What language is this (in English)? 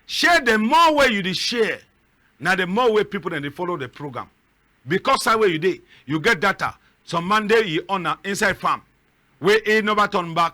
Cameroon Pidgin